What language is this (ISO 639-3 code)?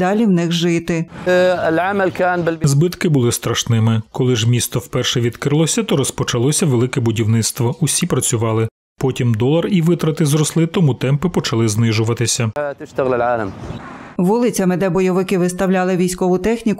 ukr